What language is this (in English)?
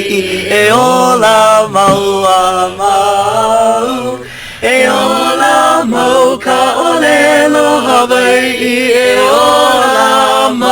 Hawaiian